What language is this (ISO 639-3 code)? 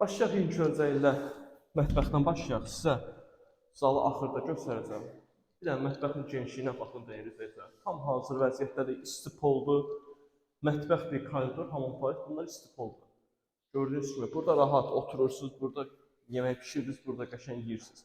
aze